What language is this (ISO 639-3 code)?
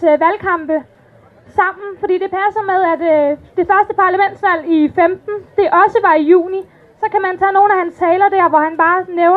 dan